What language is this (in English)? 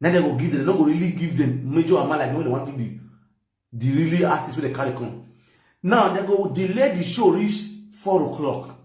Nigerian Pidgin